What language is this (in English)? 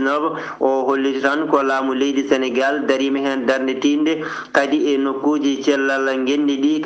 Fula